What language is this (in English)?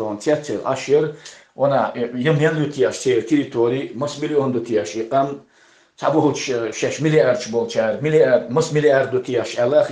Chechen